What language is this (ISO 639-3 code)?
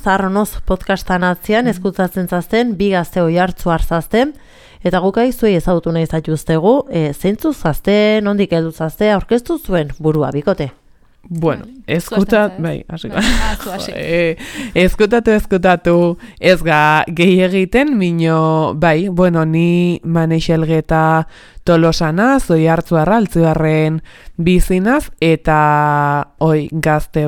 eus